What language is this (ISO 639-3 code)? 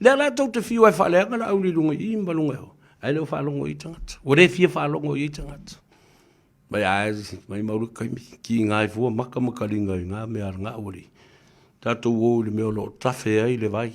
smo